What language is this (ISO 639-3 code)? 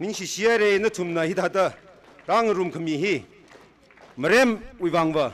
nmf